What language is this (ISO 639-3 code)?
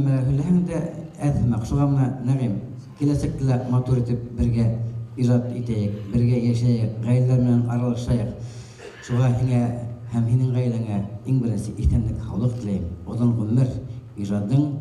bak